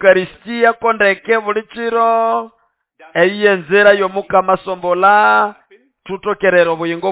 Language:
Nande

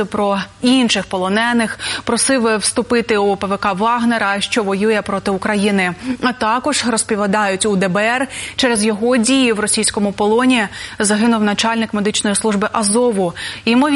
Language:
Ukrainian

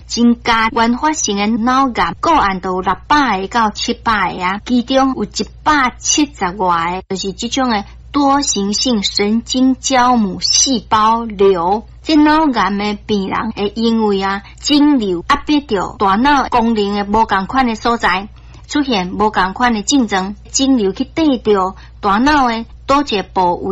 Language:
Min Nan Chinese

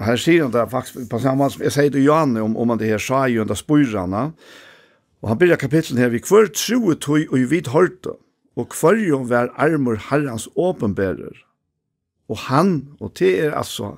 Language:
Faroese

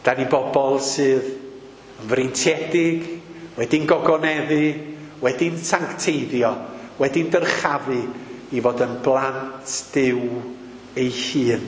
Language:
Welsh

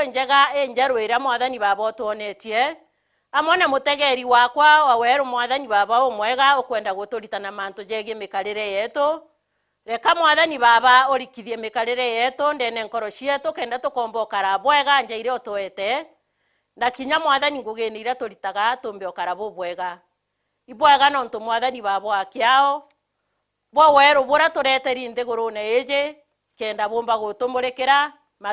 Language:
Meru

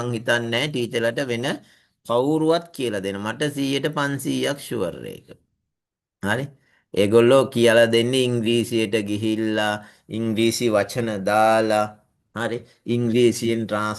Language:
Sinhala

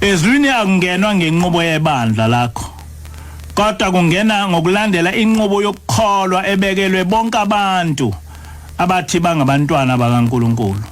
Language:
Zulu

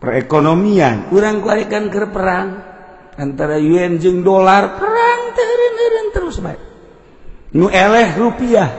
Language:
Sundanese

